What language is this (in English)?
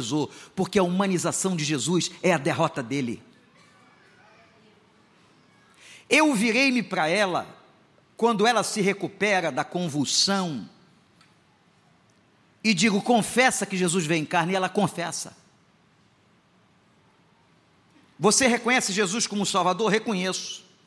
Portuguese